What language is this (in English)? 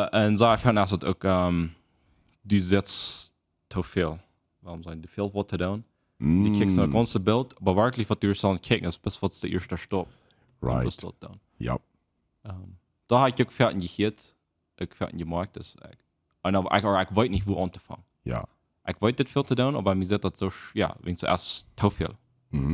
Plautdietsch